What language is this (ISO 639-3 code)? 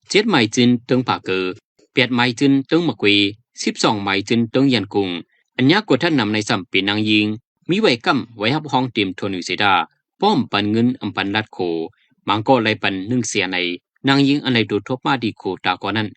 shn